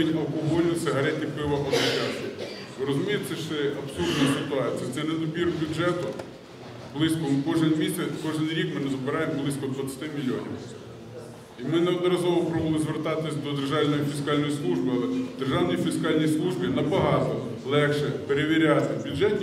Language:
Ukrainian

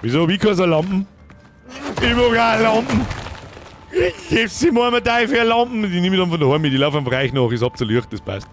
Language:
Bavarian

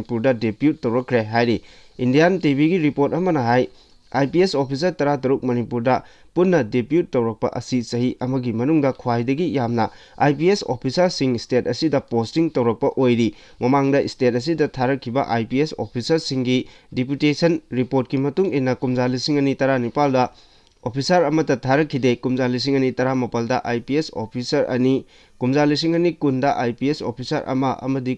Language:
Manipuri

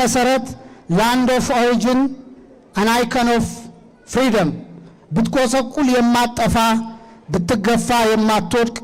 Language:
Amharic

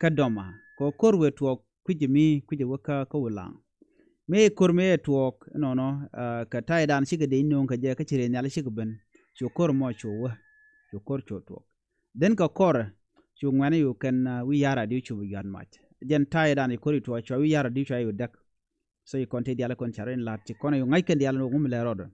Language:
Nuer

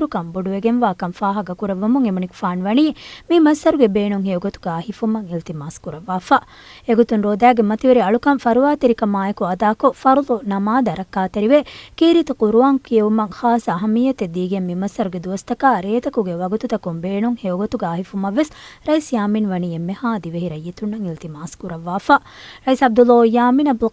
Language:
Divehi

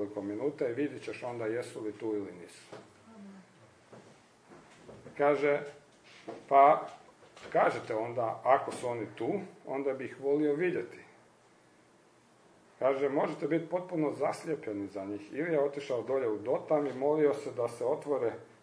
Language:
Croatian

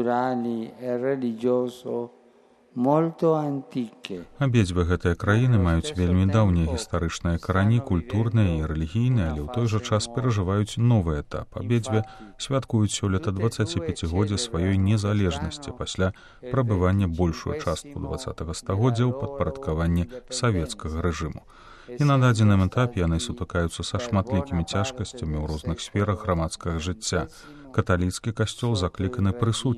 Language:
Belarusian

